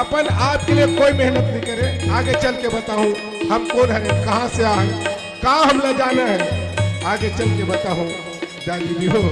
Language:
Chhattisgarhi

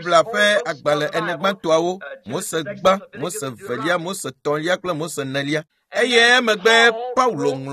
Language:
Ewe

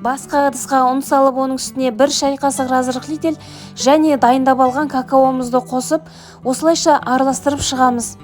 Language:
Kazakh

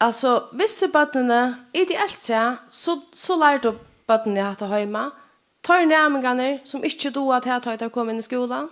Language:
Faroese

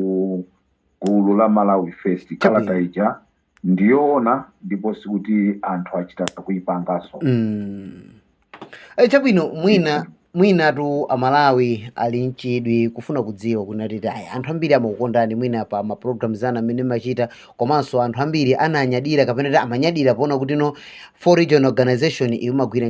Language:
Nyanja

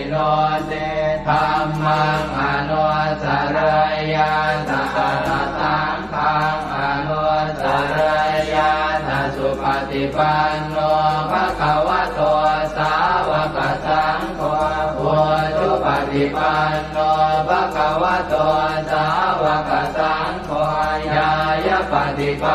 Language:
Pali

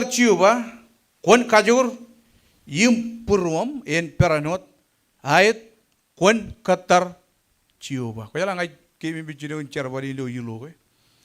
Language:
Marshallese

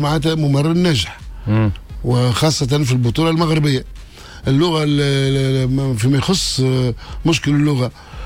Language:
Tunisian Arabic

